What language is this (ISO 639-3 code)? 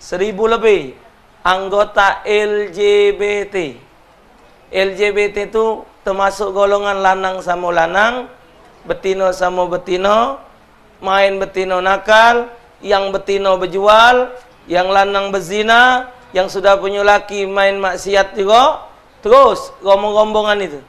mui